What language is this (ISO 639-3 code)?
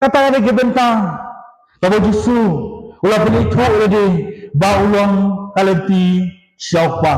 kha